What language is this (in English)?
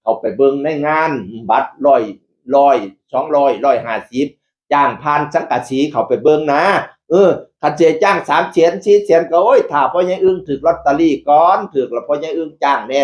Northeastern Thai